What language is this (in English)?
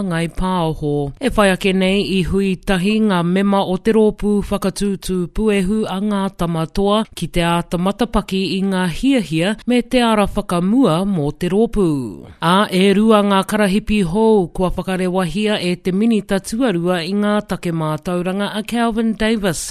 Māori